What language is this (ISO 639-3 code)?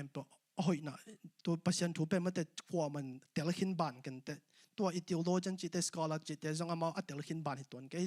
ctd